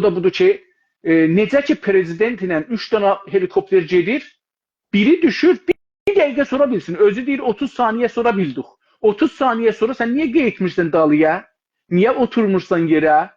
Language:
South Azerbaijani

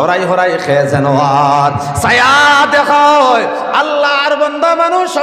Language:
Bangla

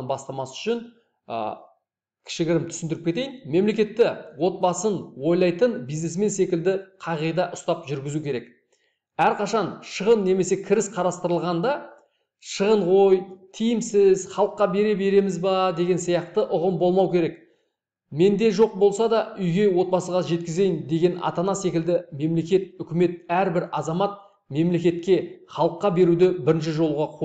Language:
Kazakh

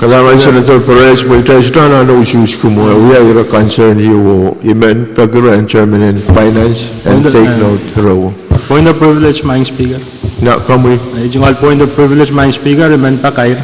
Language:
Pohnpeian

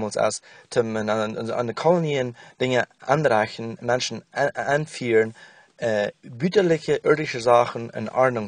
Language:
Plautdietsch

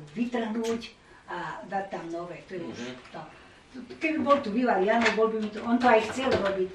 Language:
Slovak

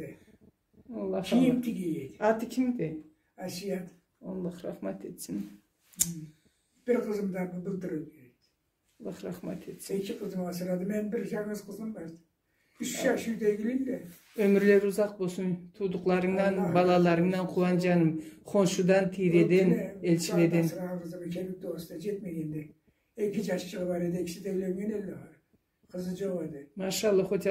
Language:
Karachay-Balkar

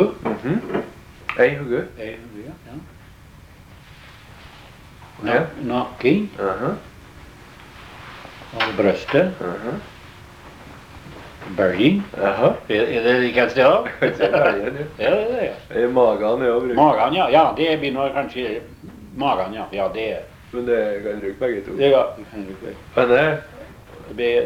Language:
Norwegian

